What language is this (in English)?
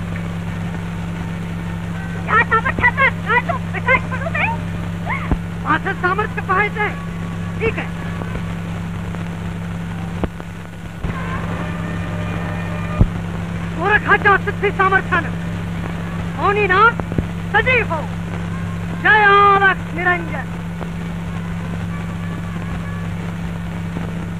Marathi